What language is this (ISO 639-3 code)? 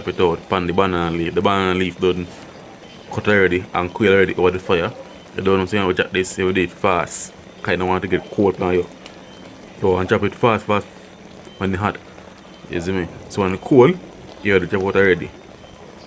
jam